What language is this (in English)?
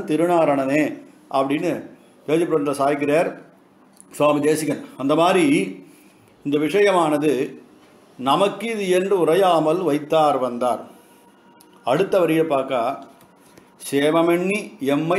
Tamil